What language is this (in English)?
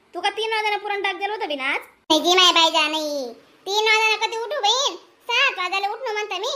Khandesi